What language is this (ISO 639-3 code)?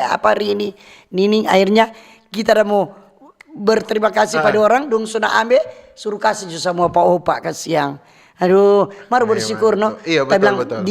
xmm